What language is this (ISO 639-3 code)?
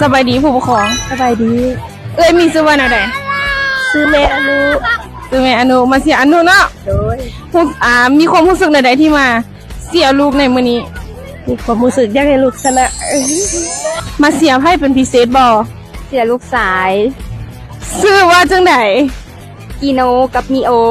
lao